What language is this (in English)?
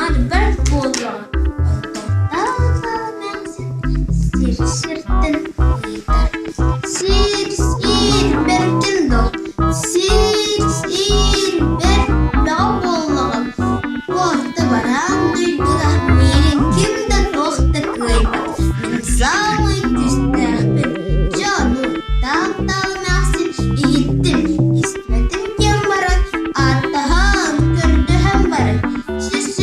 Yakut